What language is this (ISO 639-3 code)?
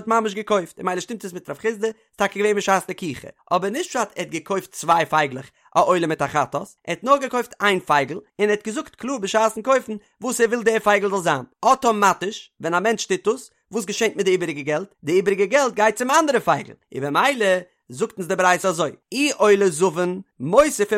yid